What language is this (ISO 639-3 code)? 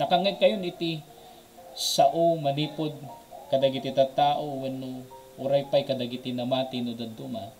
ilo